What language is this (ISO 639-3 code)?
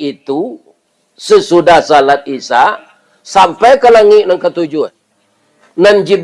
min